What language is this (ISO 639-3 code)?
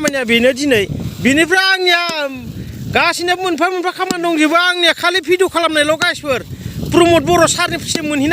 brx